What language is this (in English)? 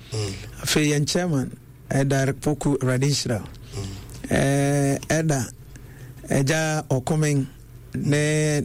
Akan